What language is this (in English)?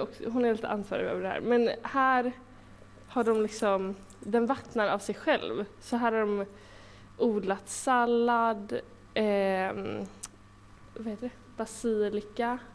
Swedish